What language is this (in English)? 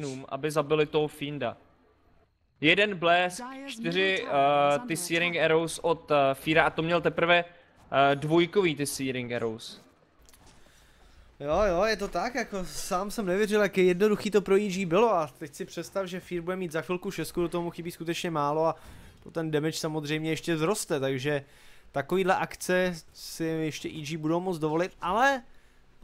Czech